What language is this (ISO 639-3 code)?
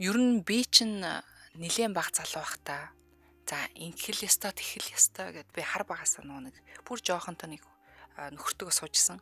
mon